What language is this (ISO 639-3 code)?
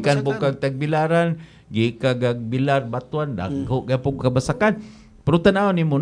ceb